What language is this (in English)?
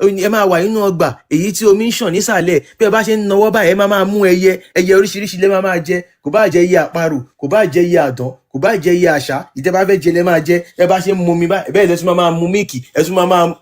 Yoruba